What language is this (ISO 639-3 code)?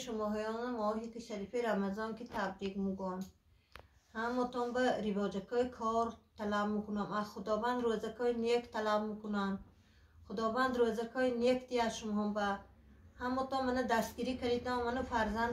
tgk